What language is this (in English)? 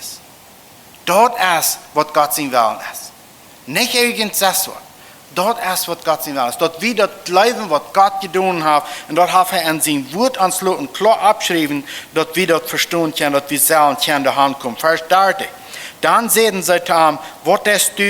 Plautdietsch